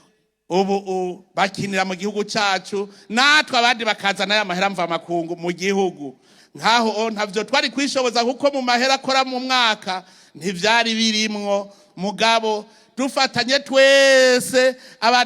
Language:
Rundi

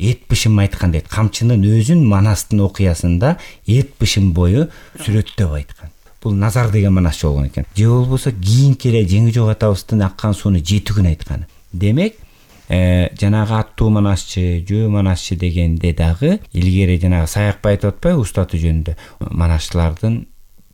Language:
Kyrgyz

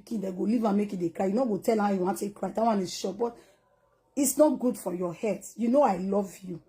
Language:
Nigerian Pidgin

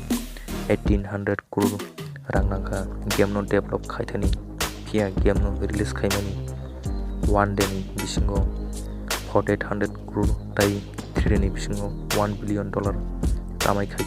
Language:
Kok Borok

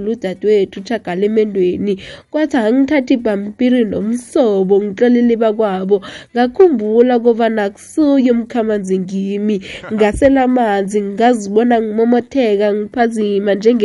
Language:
South Ndebele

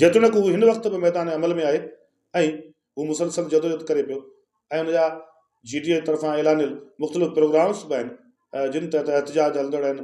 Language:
Sindhi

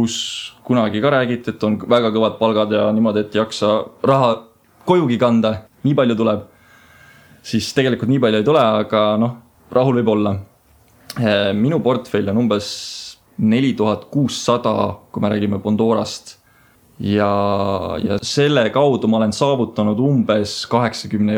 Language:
Estonian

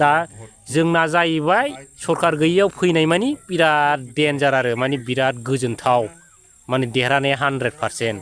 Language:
Bodo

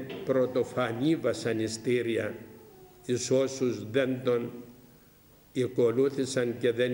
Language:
Greek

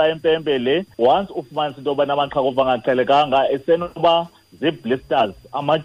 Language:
Xhosa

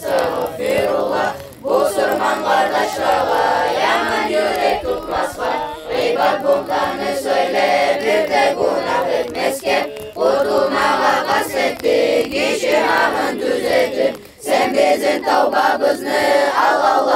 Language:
Kumyk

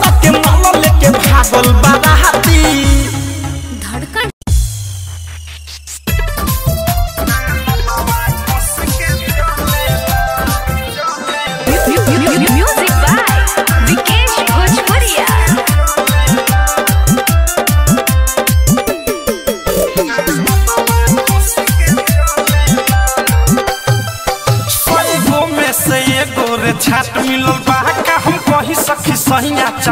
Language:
Bhojpuri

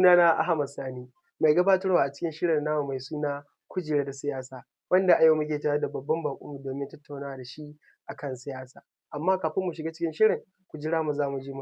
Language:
Hausa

